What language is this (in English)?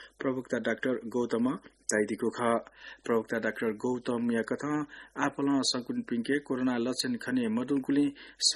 Newari